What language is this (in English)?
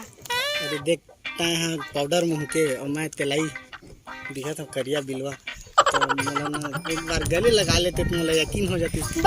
Chhattisgarhi